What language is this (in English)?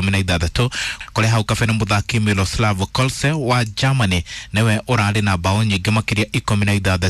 Kikuyu